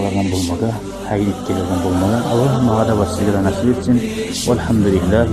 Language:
Kumyk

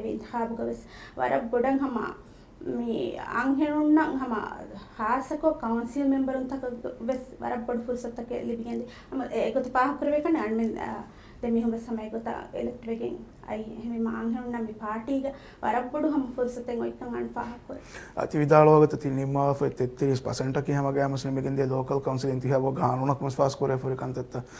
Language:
Divehi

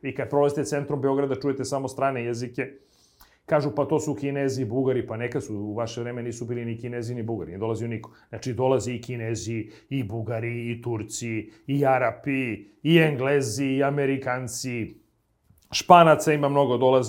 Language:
Serbian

